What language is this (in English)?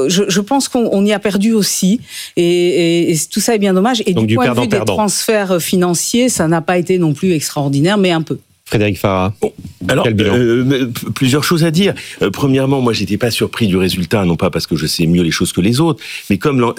French